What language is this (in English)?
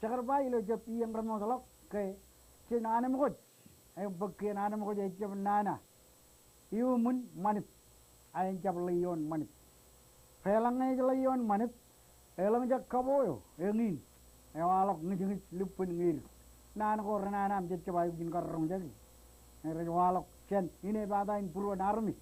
Marshallese